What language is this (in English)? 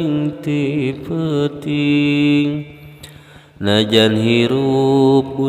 Sundanese